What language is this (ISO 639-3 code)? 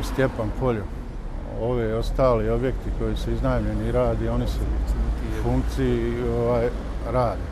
bos